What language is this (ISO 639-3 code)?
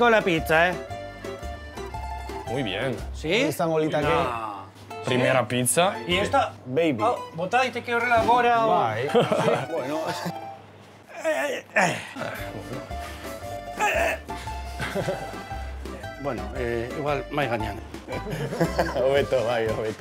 eus